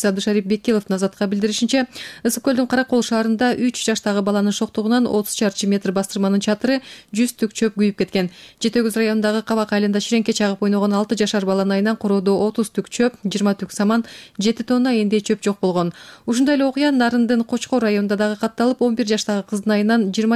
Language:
Kyrgyz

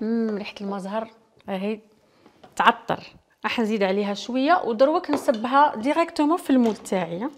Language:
Algerian Arabic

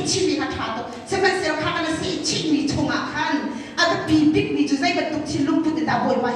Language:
Hakha Chin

